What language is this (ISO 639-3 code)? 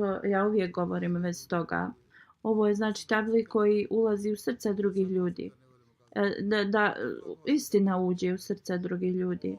bos